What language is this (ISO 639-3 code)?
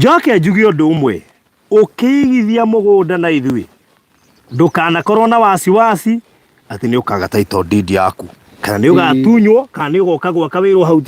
kik